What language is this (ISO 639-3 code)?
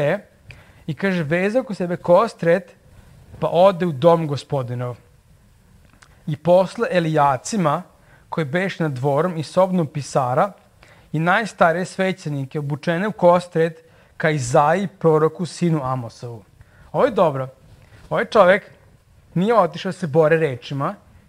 srp